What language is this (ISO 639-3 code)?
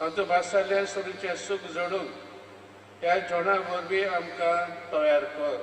kok